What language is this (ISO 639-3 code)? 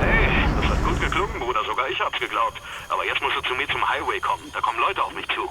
bar